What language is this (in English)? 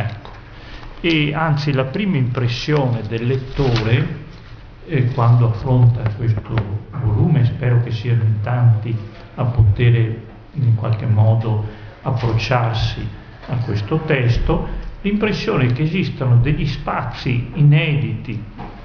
Italian